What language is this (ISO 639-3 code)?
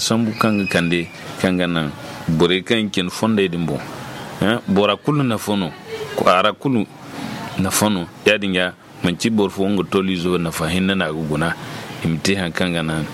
dje